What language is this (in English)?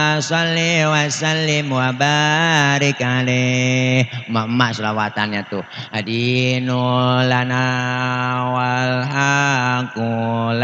Betawi